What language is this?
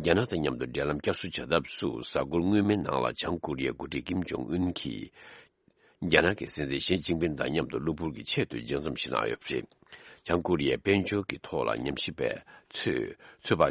Tibetan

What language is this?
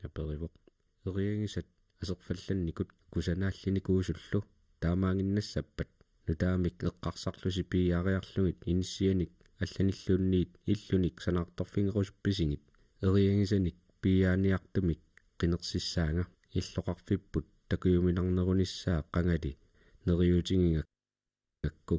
Kalaallisut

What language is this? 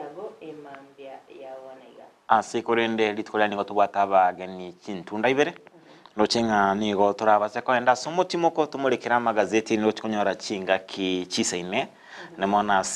Gusii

